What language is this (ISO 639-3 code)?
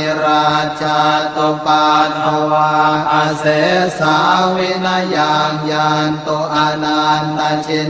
pli